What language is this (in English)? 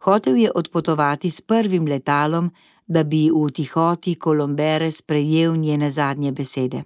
Slovenian